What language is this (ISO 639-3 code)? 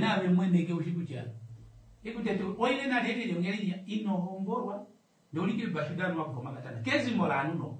kua